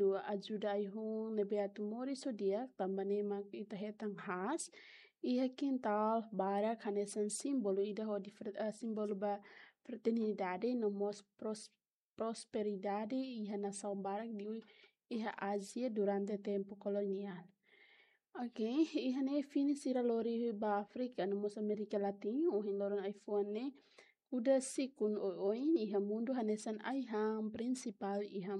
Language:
Tetum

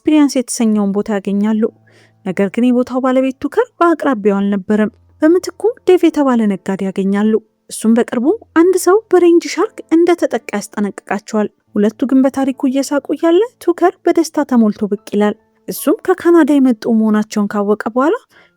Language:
Amharic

